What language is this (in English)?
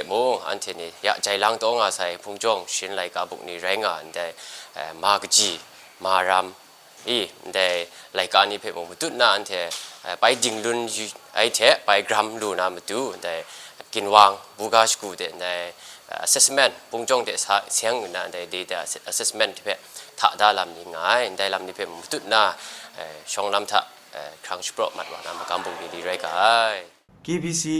Kachin